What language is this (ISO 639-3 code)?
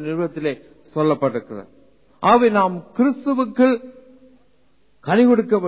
tam